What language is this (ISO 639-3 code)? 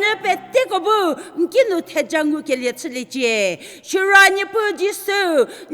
njm